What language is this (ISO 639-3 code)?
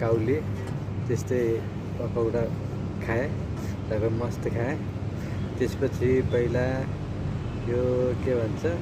nep